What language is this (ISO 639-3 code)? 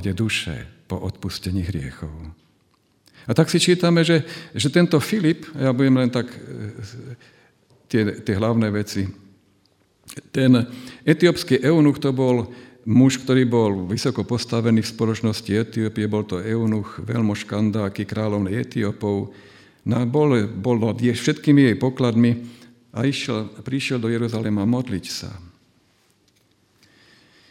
slk